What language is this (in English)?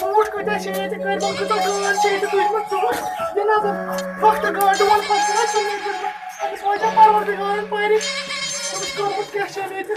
Kashmiri